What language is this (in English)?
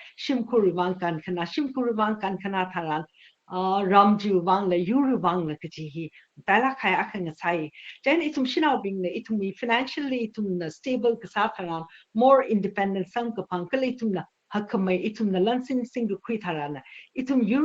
Tangkhul Naga (India)